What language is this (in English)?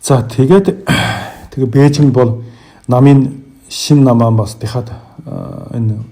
Mongolian